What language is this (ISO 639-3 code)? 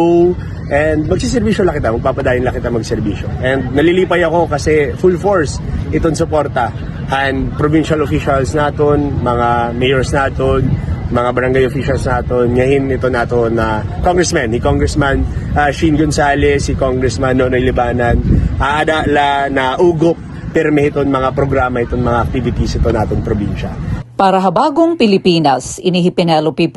war